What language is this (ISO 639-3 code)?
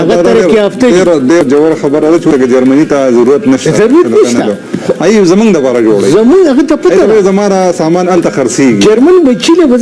pus